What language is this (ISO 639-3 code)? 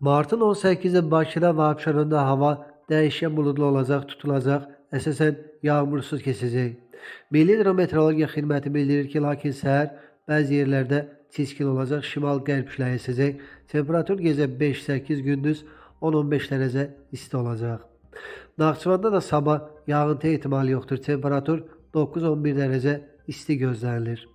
aze